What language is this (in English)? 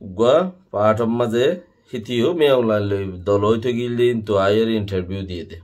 Rohingya